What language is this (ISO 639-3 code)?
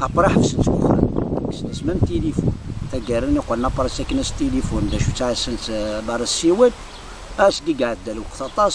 kab